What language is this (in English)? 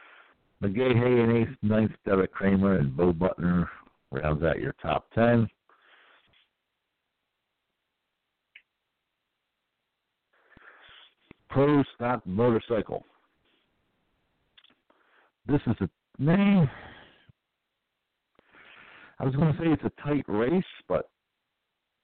English